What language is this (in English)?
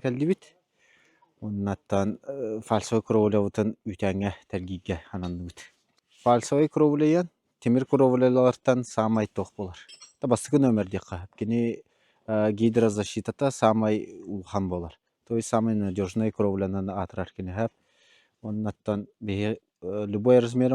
Yakut